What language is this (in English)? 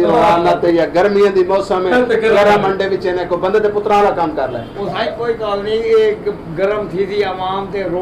Saraiki